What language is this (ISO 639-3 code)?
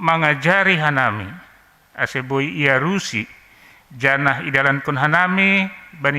bts